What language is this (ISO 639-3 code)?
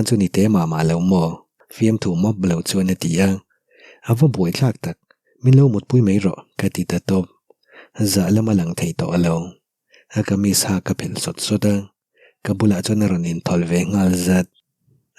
lus